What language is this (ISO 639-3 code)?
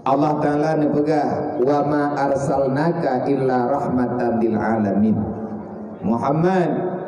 ace